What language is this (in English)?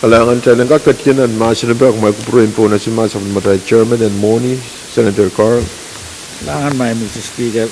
Pohnpeian